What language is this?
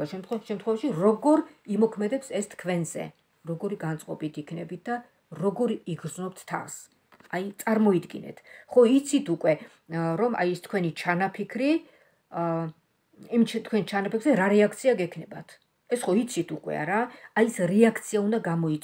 Georgian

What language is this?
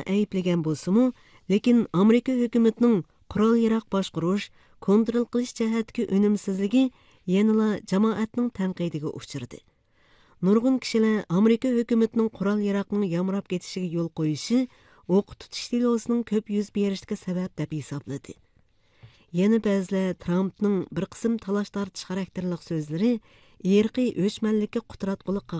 Uyghur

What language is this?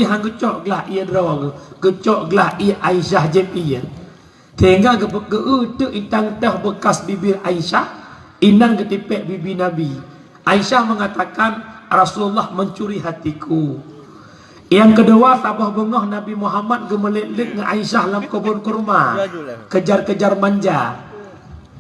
Achinese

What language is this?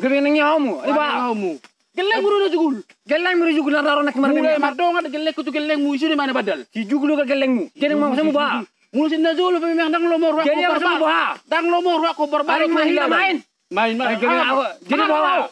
Batak Toba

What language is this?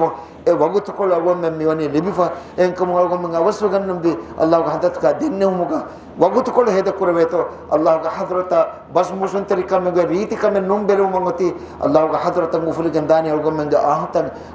Divehi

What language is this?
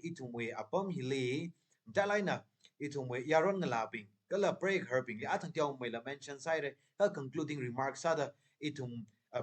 Tangkhul Naga (India)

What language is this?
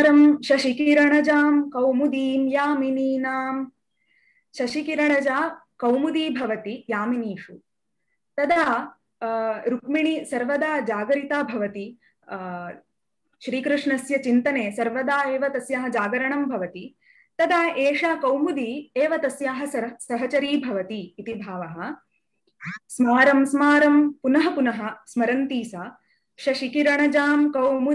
Sanskrit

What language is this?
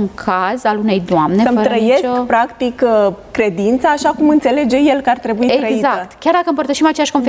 Romanian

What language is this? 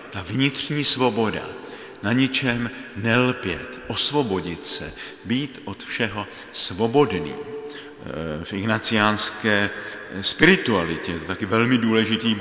Czech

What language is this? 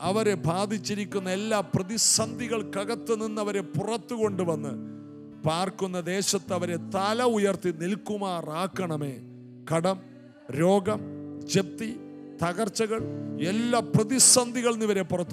Malayalam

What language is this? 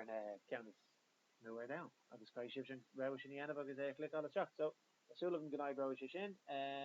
Irish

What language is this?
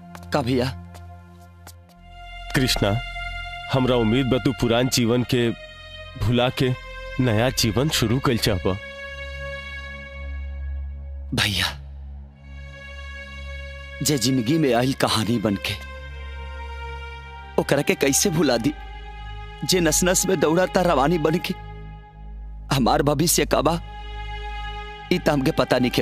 Bhojpuri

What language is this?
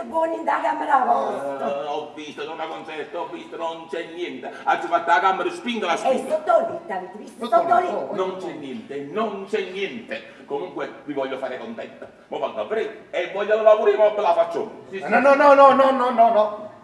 Neapolitan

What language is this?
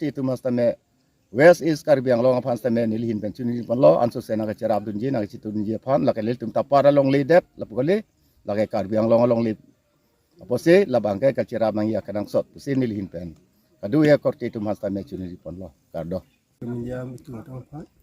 Karbi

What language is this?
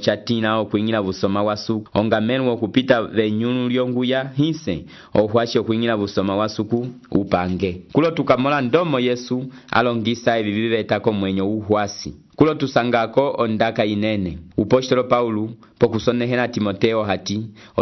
Umbundu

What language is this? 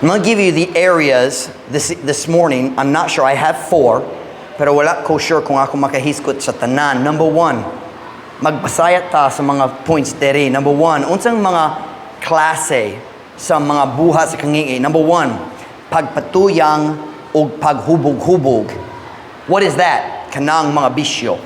Cebuano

